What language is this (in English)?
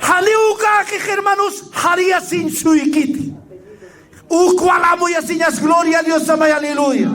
Aymara